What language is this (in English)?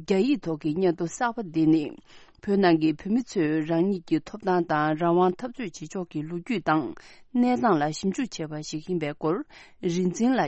Tibetan